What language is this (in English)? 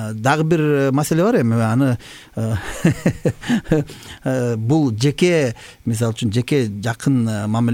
Kyrgyz